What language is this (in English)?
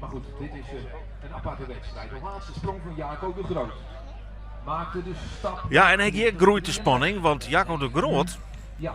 Western Frisian